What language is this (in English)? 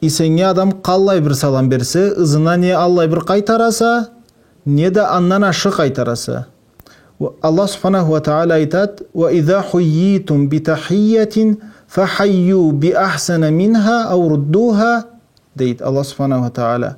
Karachay-Balkar